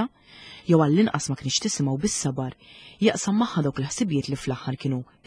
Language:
Maltese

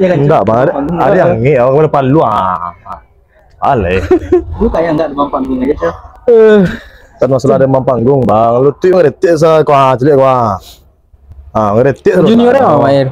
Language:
Minangkabau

